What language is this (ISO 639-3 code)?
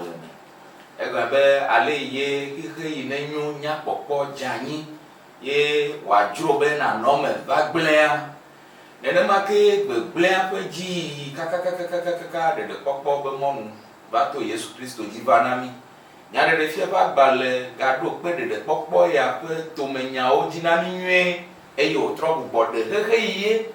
ewe